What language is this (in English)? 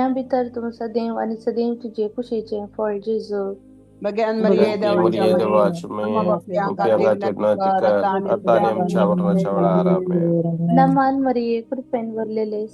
Konkani